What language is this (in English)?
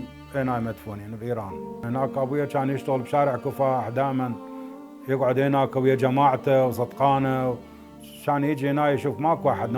Mesopotamian Arabic